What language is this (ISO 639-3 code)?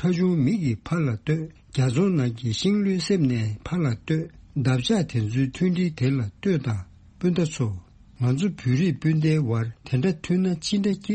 bod